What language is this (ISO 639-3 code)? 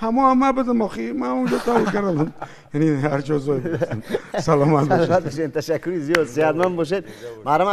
tgk